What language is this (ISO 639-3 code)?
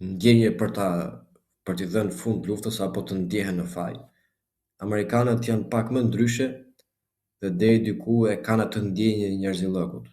sqi